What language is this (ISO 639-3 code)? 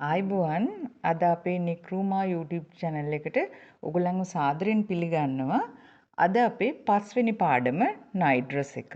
sin